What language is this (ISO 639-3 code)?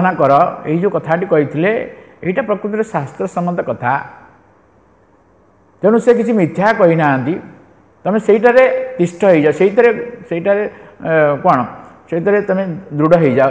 ori